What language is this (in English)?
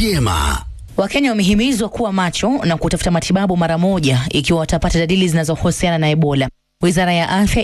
Swahili